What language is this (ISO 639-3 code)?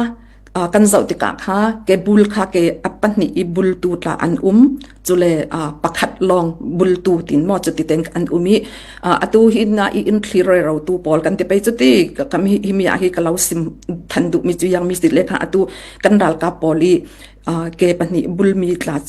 cfm